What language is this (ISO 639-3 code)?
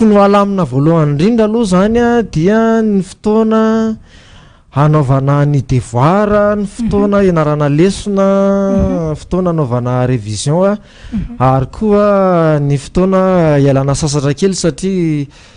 mlg